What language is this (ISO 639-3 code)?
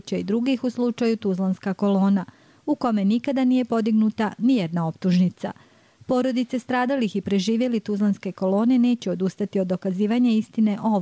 bos